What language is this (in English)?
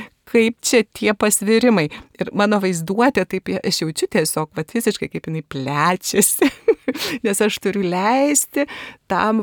Lithuanian